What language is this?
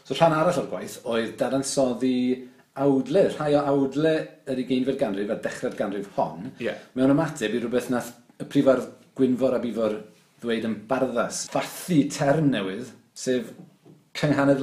Welsh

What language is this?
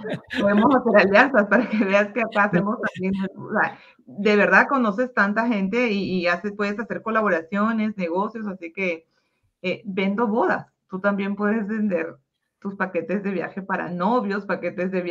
Spanish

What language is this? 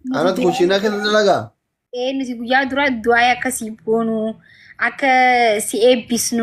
Oromo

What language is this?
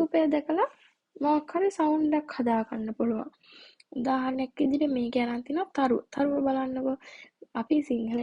Sinhala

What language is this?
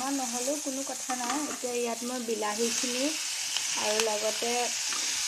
Assamese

